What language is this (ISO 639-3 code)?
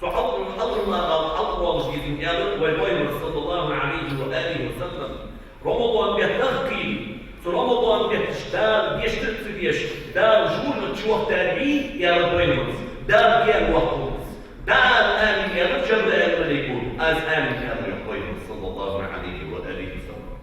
inh